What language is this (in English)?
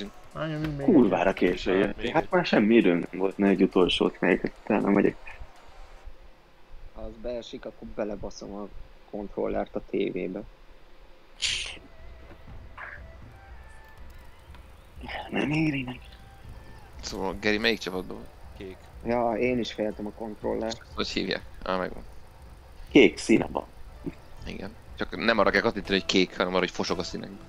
Hungarian